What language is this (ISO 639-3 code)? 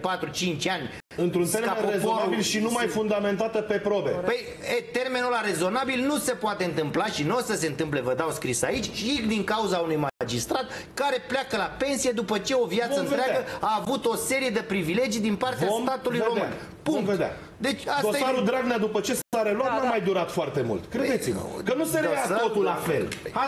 ron